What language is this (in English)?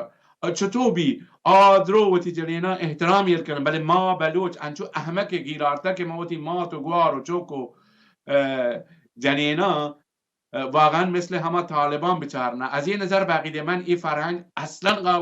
Baluchi